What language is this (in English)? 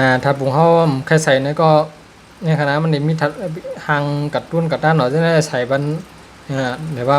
Shan